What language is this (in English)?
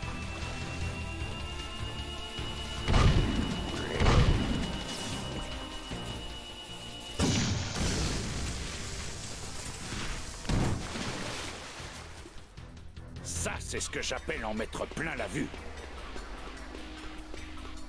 French